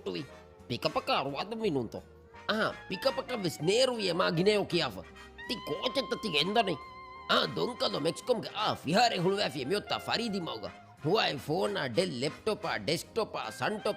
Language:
Divehi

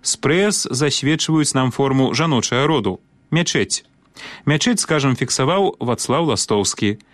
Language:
Belarusian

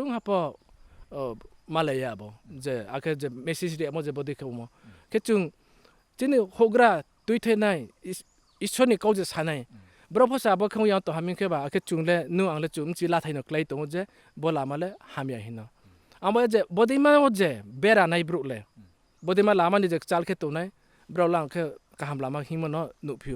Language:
Riang (India)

